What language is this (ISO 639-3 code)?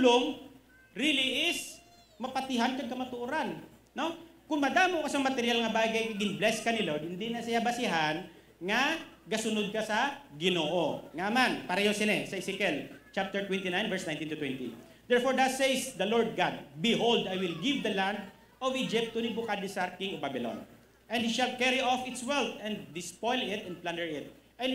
hil